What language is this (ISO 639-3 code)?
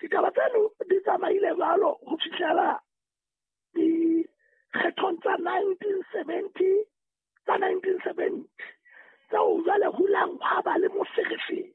sot